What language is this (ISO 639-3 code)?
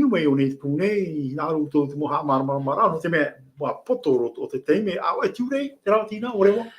tah